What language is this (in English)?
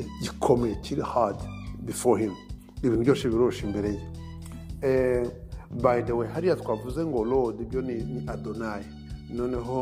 Kinyarwanda